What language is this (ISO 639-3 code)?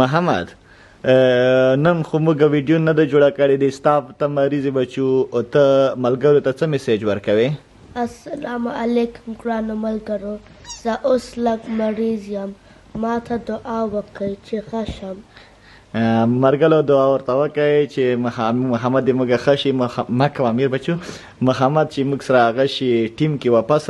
pus